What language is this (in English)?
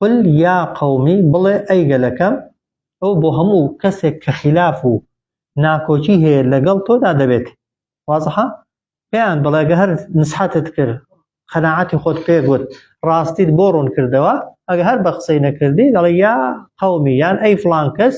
Central Kurdish